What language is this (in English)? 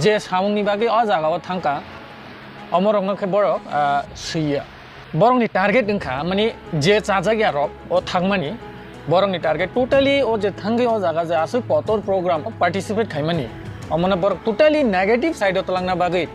Kok Borok